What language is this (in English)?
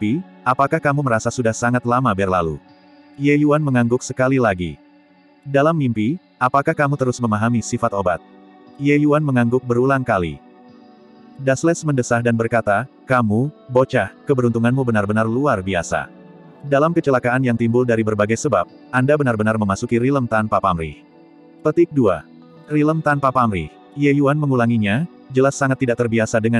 Indonesian